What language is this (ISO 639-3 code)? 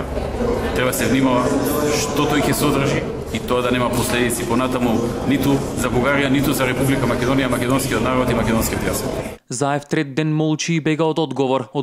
mkd